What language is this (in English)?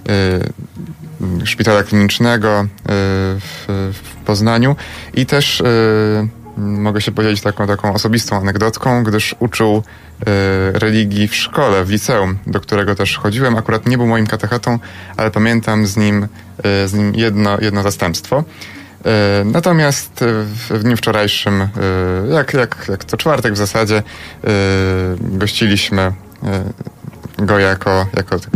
Polish